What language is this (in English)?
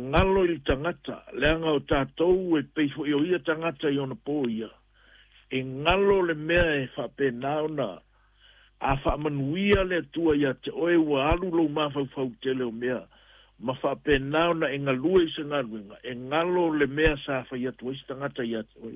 Samoan